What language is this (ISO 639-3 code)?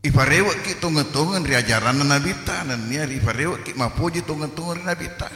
bug